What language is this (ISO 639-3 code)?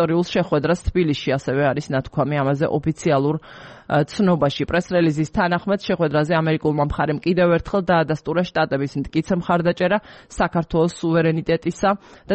kat